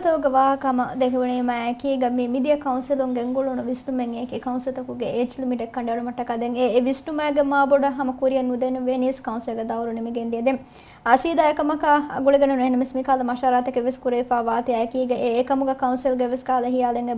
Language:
Divehi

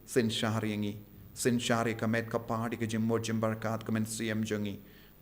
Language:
Khasi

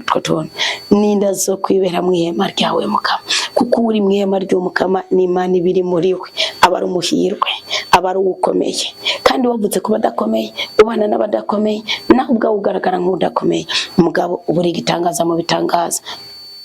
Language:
Rundi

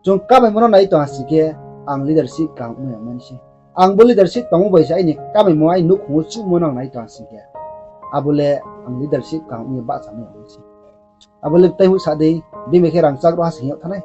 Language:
Riang (India)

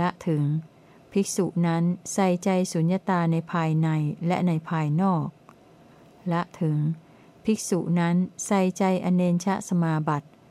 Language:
Thai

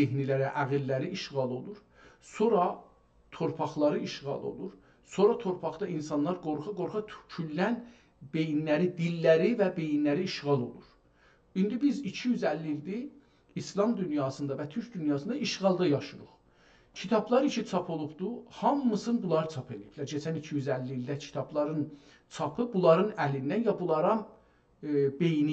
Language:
South Azerbaijani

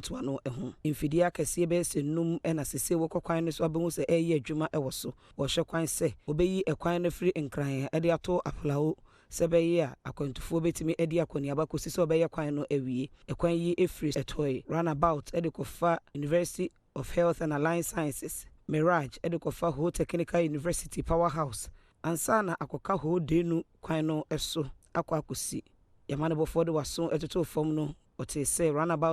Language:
Akan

